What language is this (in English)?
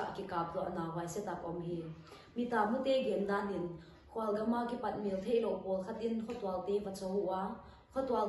Paite Chin